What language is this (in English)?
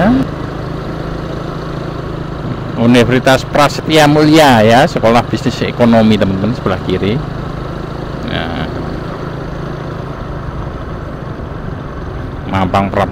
Indonesian